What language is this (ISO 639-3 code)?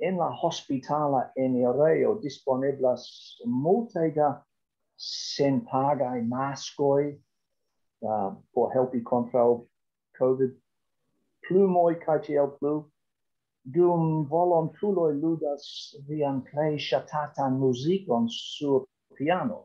epo